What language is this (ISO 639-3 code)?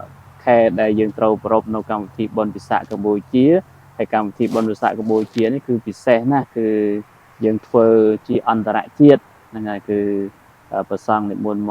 khm